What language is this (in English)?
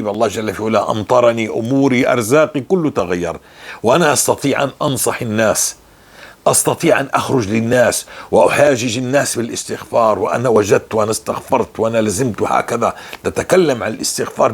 North Levantine Arabic